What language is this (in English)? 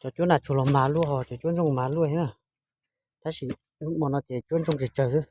Hmong